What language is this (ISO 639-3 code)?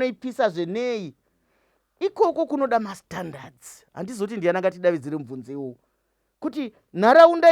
sna